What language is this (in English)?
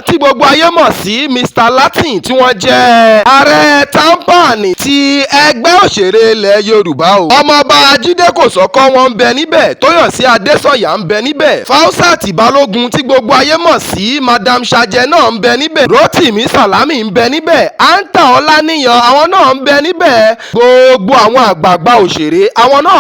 Yoruba